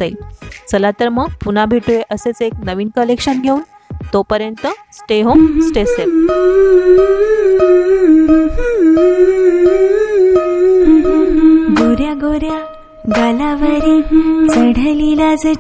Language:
Marathi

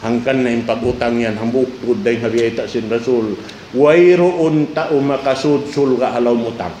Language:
Tausug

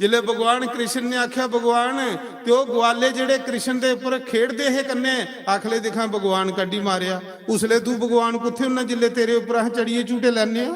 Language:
Dogri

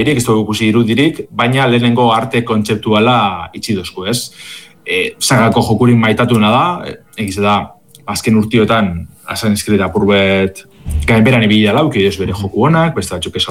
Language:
Basque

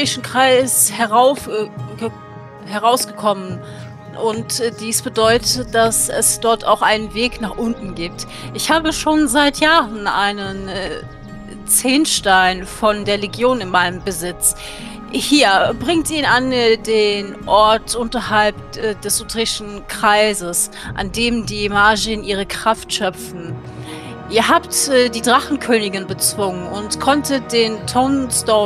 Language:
German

